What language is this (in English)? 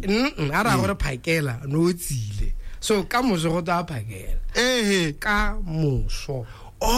Tswana